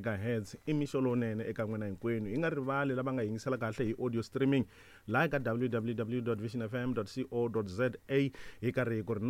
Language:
Tsonga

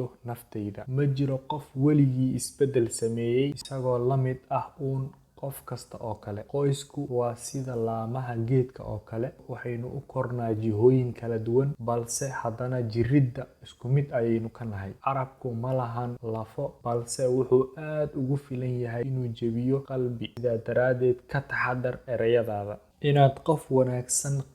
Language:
Somali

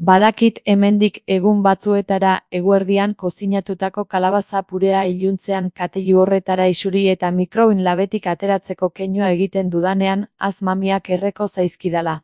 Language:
Basque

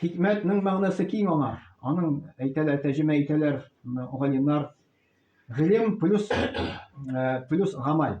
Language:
Tatar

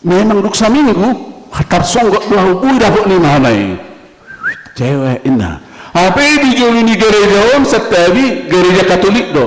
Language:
Batak Toba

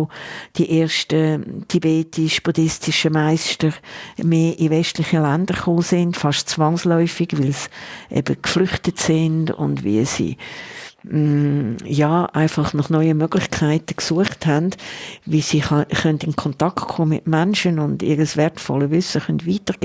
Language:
Swiss German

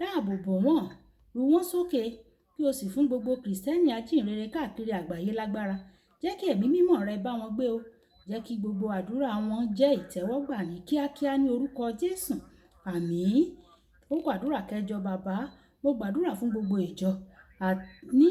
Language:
Yoruba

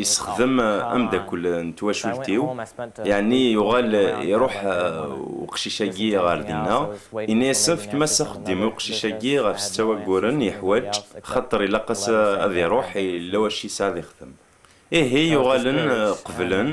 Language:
Kabyle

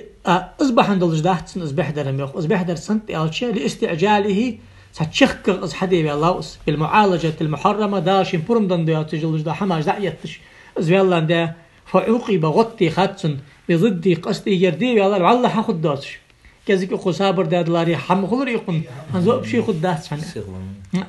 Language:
Ingush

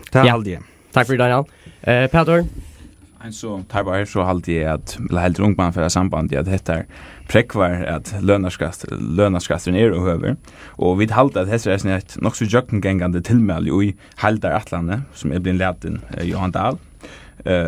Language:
Faroese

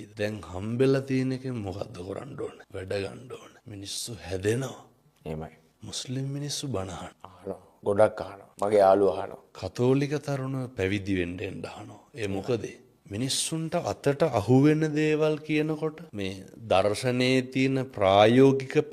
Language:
Sinhala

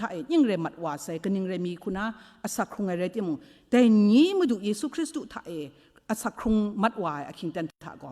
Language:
Kachin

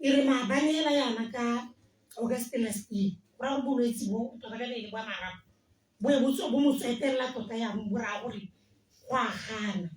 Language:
Tswana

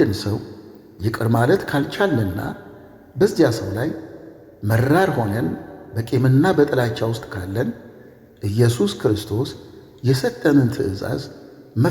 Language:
Amharic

